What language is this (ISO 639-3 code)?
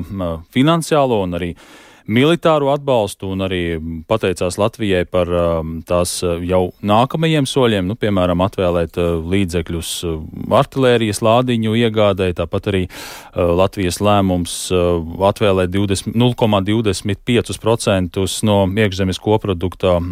lav